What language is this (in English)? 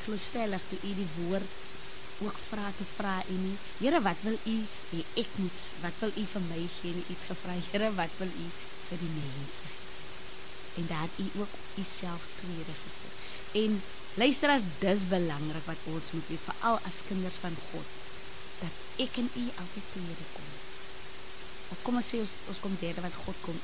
Afrikaans